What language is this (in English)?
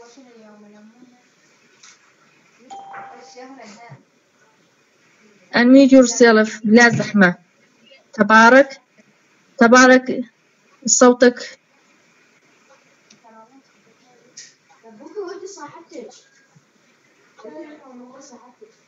Mesopotamian Arabic